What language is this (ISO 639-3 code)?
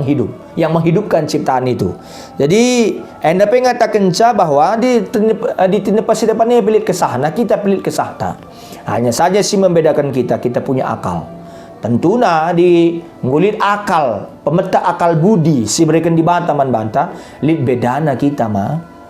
btx